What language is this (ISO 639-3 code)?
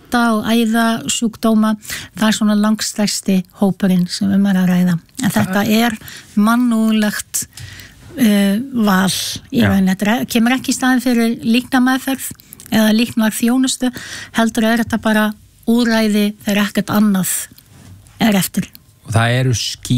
isl